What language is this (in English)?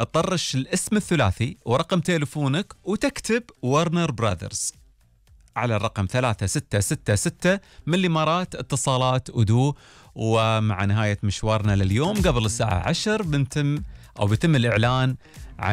Gulf Arabic